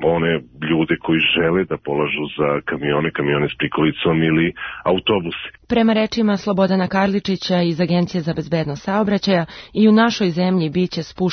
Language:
Serbian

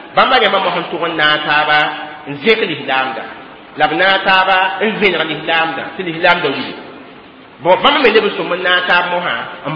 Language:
Mossi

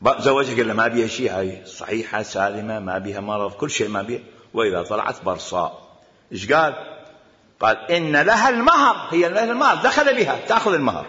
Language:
Mesopotamian Arabic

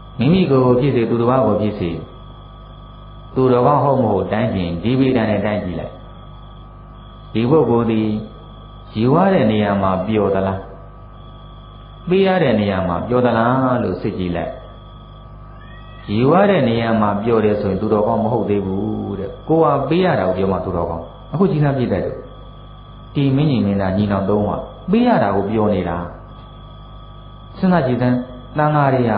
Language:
Burmese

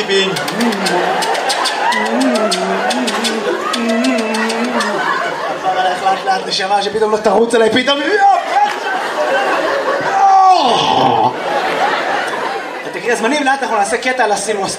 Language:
Hebrew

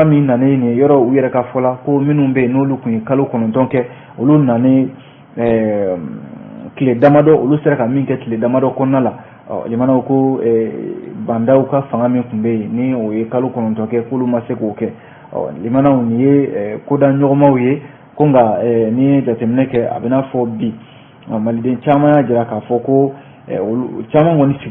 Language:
Bambara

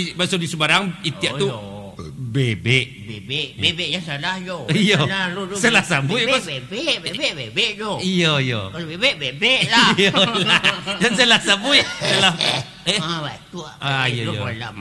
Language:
Minangkabau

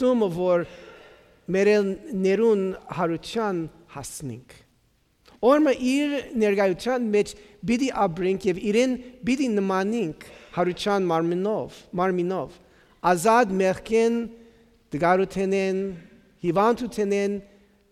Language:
Western Armenian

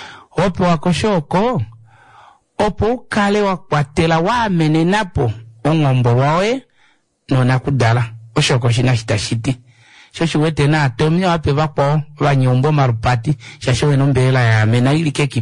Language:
Kuanyama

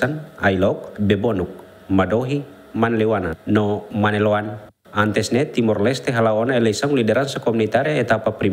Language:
Tetum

